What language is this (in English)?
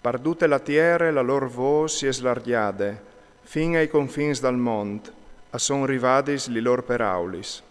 Friulian